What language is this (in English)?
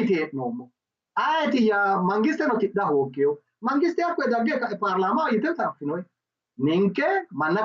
Sidamo